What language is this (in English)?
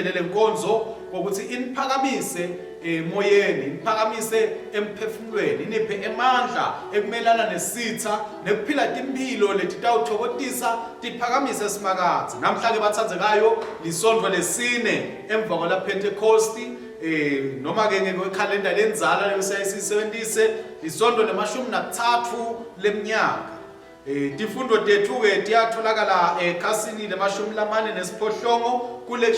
Swati